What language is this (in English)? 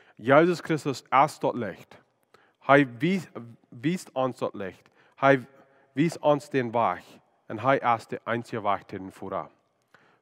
Plautdietsch